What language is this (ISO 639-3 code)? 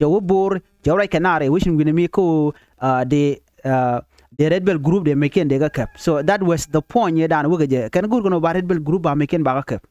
nus